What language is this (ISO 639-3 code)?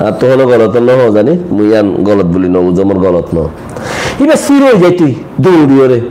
rhg